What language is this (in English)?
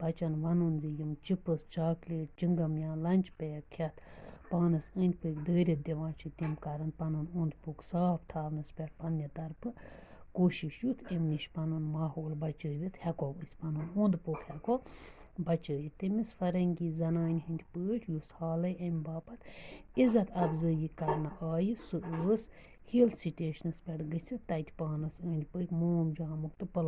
Kashmiri